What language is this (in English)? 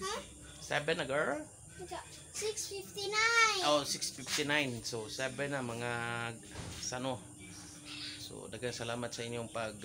Cebuano